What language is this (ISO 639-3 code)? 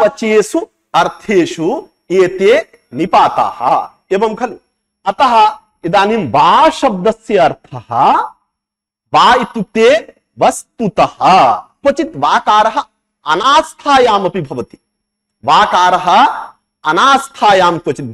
san